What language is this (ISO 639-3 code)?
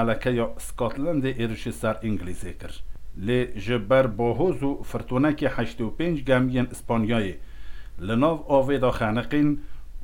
kur